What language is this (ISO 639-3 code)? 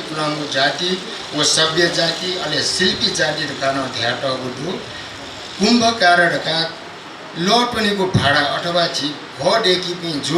new